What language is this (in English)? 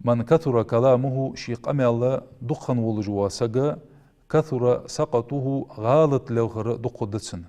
Ingush